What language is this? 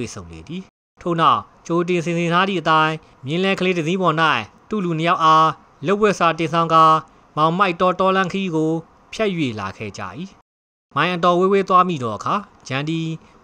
Burmese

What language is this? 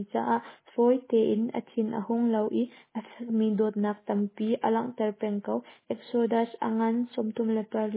Hakha Chin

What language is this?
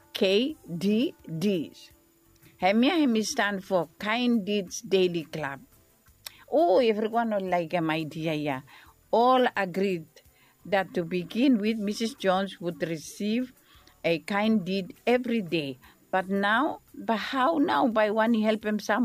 Bislama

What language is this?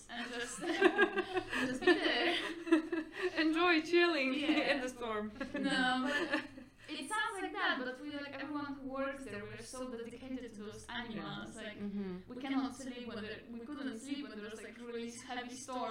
English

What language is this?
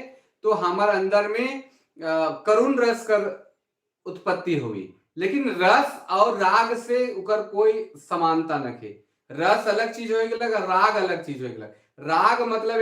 Sadri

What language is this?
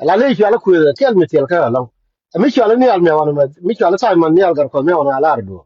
Nuer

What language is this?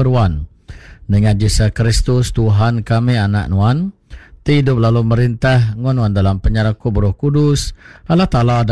Iban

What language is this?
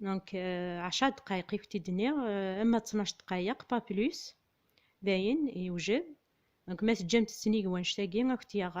Kabyle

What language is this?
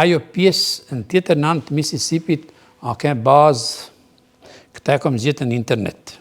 Albanian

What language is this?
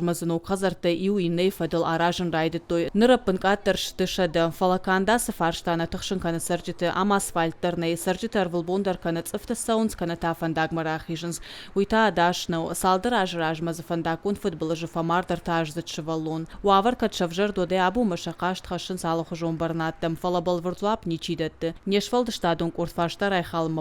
Ossetic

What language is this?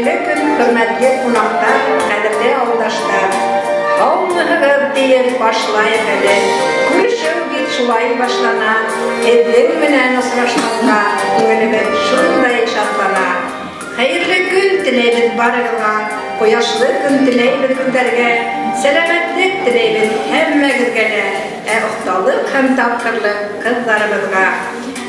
Bashkir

